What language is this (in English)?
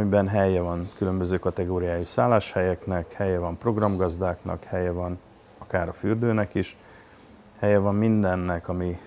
Hungarian